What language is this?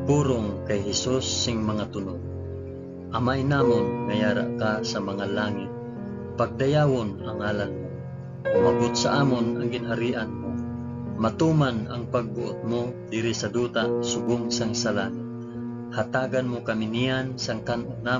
Hiligaynon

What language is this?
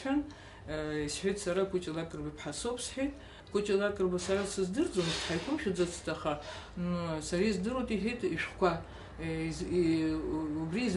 Abkhazian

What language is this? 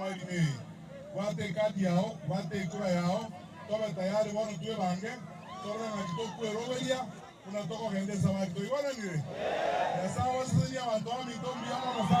Gusii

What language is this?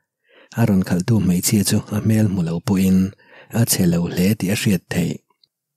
Mizo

